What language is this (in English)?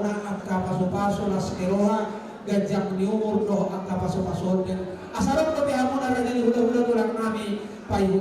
Batak Toba